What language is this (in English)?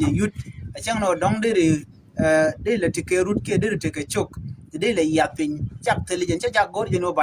Nuer